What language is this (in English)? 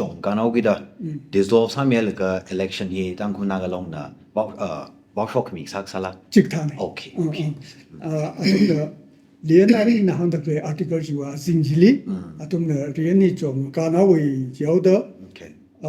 Tangkhul Naga (India)